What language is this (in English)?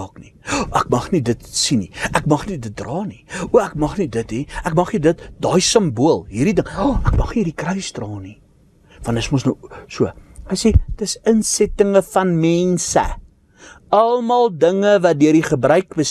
Afrikaans